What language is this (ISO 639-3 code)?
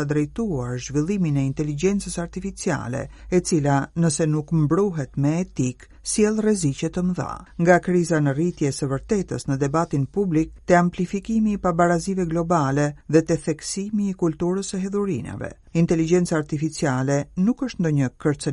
sqi